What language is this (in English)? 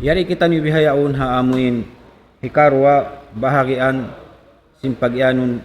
Tausug